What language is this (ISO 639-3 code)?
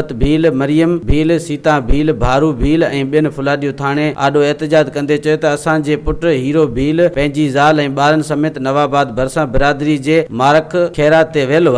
snd